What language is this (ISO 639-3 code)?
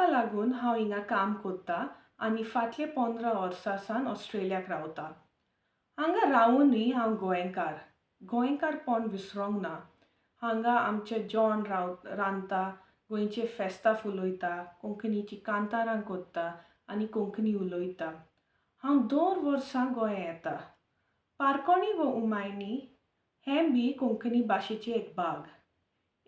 kok